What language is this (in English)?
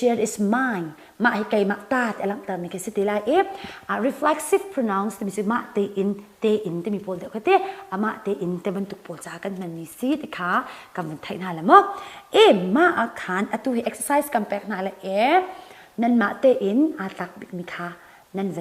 Hakha Chin